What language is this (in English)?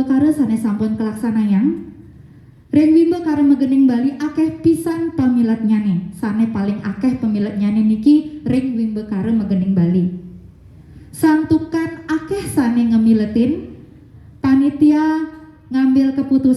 Balinese